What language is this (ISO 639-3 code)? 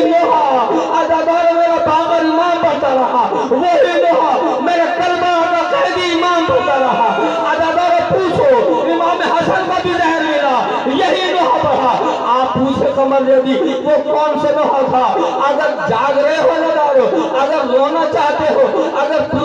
urd